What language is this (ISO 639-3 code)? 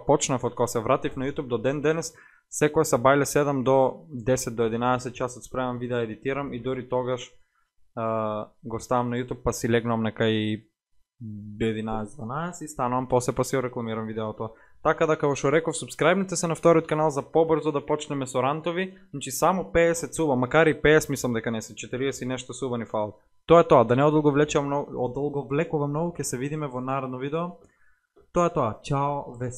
mkd